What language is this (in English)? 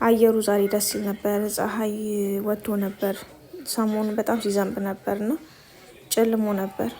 Amharic